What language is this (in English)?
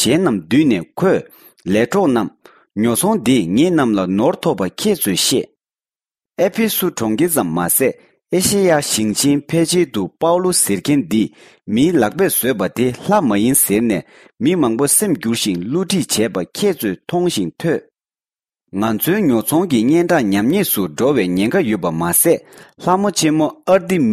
Tibetan